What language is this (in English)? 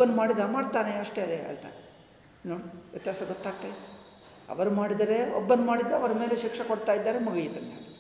Kannada